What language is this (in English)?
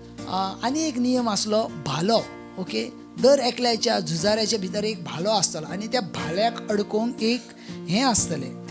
Konkani